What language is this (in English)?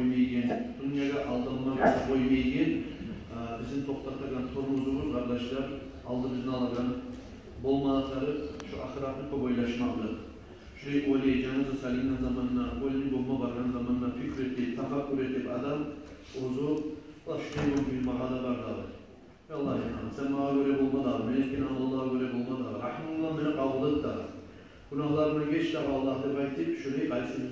Kumyk